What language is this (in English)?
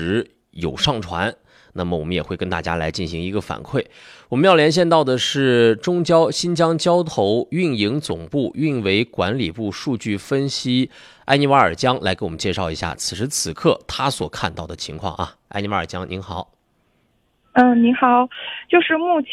Chinese